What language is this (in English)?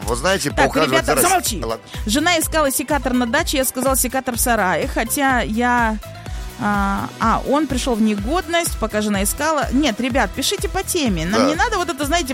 Russian